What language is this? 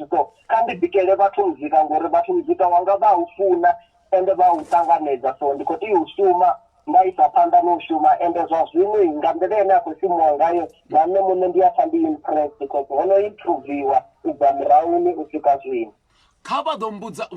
Venda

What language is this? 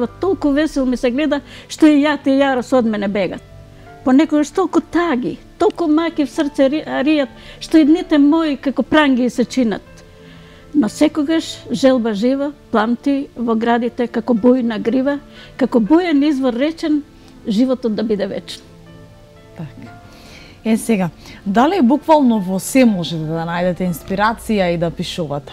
Macedonian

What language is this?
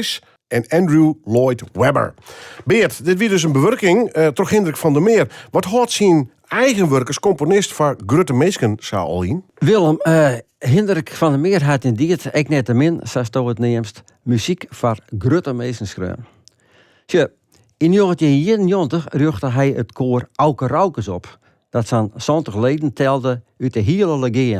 Western Frisian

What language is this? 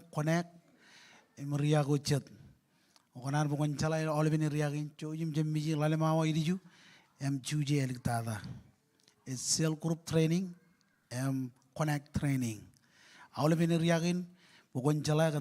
Marshallese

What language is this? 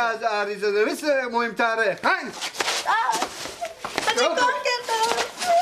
Persian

